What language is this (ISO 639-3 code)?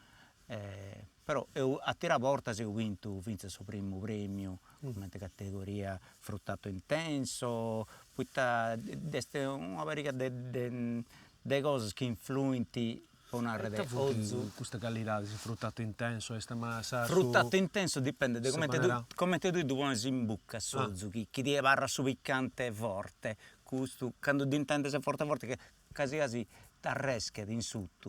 srd